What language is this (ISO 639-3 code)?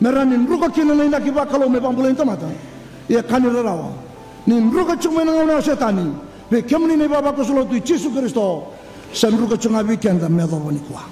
fij